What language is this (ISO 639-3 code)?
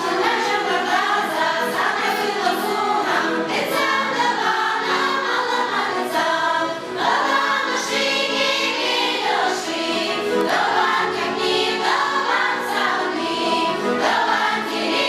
chv